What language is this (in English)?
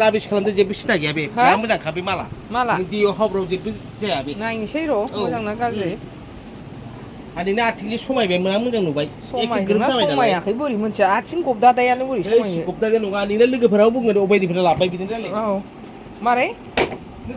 Bodo